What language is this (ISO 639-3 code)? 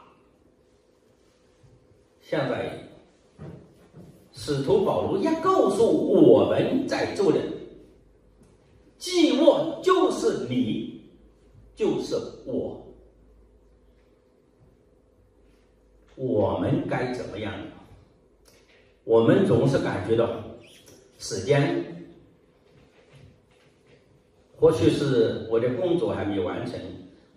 zho